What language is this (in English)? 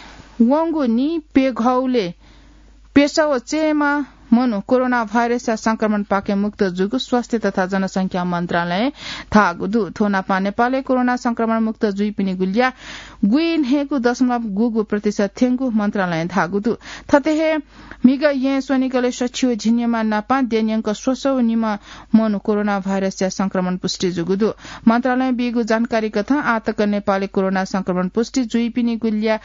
Newari